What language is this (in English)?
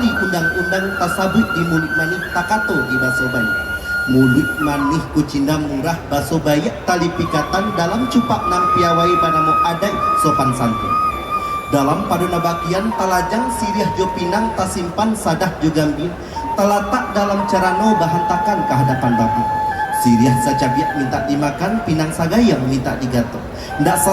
Minangkabau